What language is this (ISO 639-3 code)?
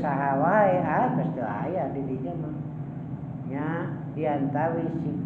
sun